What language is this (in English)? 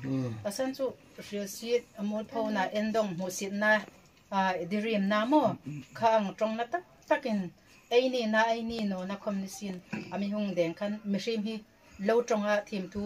Hmar